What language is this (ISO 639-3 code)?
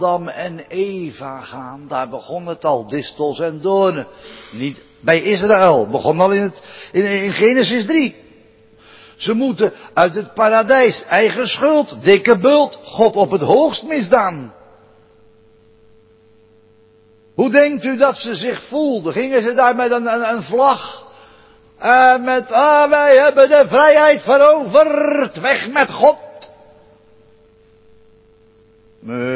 nld